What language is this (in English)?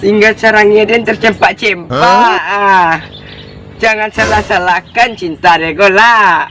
Minangkabau